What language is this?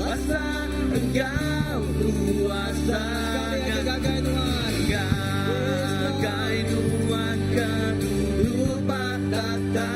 Iban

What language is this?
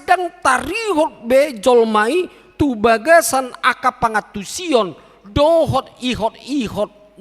Batak Toba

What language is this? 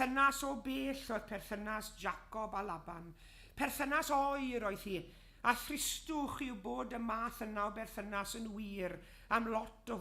Welsh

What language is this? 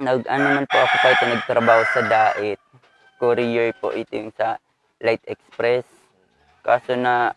Bikol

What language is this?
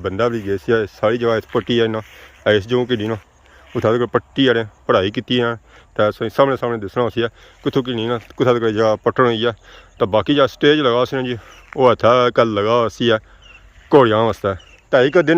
Pahari-Potwari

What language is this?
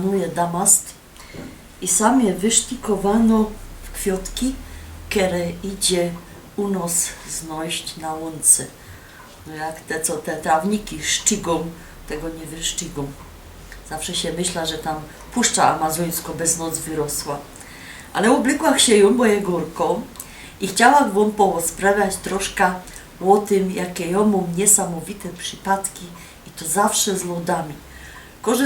Silesian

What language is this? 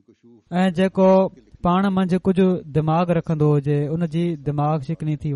Sindhi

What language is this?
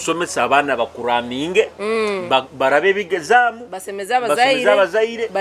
Nyoro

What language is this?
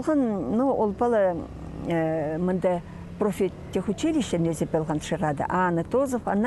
Khakas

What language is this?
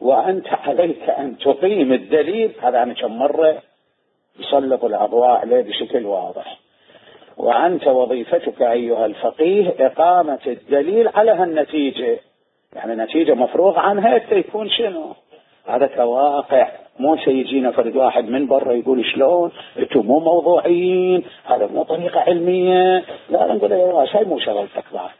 Mesopotamian Arabic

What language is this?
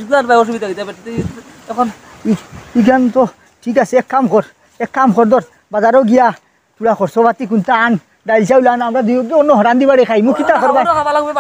Sylheti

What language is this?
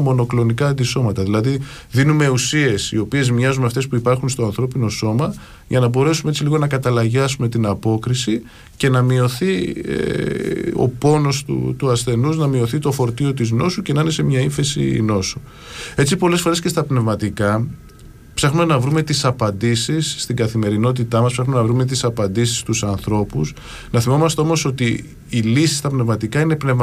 Greek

